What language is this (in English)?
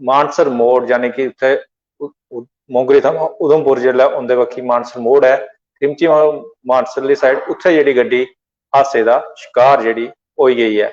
Dogri